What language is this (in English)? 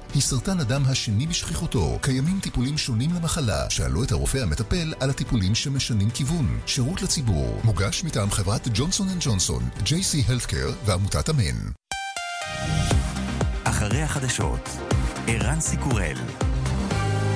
Hebrew